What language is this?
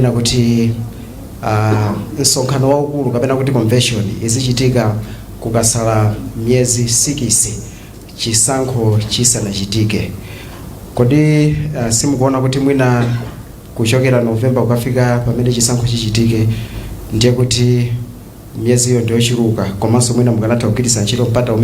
Nyanja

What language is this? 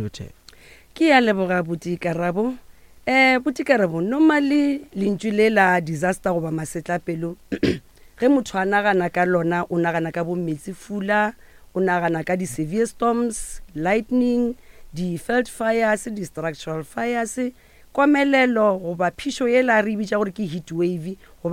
Northern Sotho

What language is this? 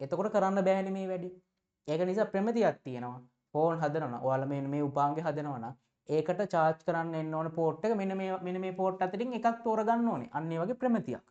Sinhala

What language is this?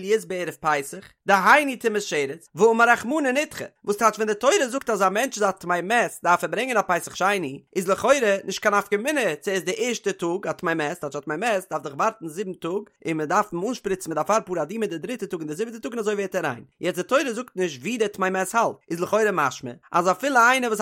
Yiddish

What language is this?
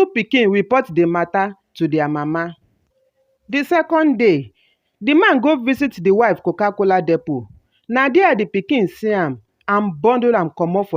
Nigerian Pidgin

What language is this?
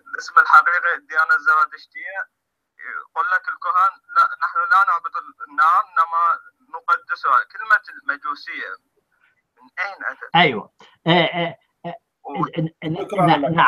Arabic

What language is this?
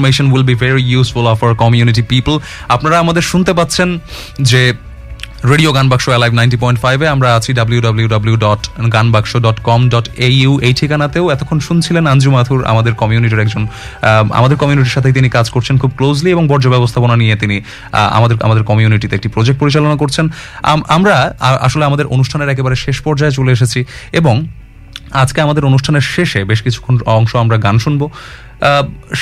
Bangla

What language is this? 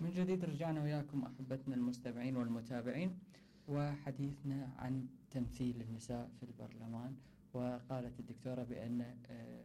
Mesopotamian Arabic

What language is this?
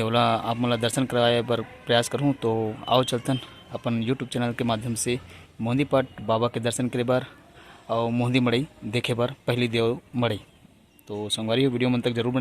Chhattisgarhi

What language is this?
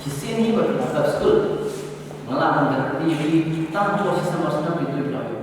Khasi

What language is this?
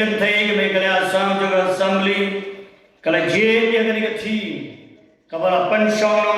Khasi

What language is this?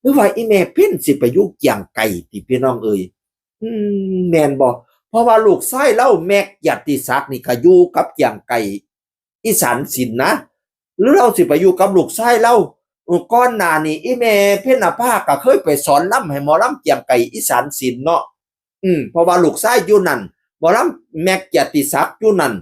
Northeastern Thai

